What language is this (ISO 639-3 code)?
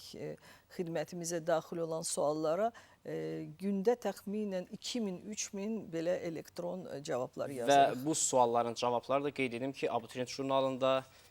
aze